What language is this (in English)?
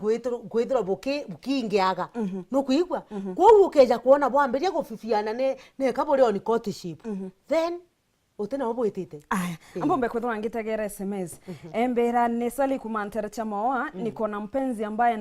Meru